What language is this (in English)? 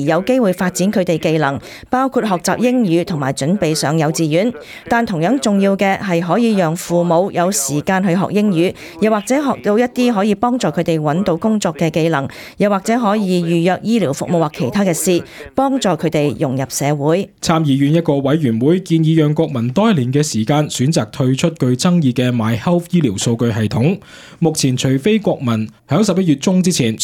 Cantonese